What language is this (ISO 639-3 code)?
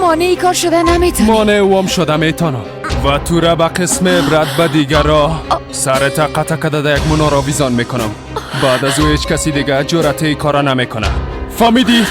fas